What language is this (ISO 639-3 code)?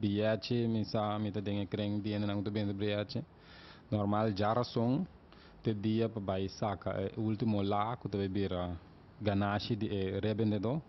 pap